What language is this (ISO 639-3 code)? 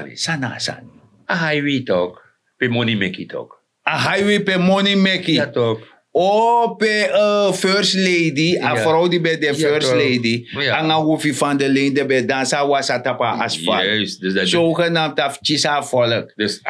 srn